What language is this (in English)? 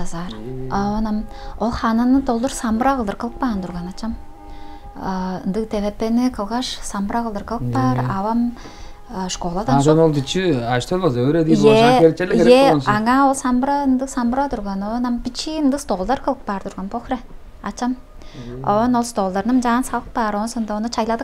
Tuvinian